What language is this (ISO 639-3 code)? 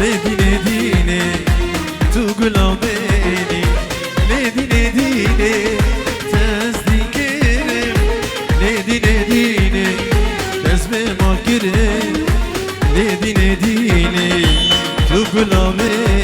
kur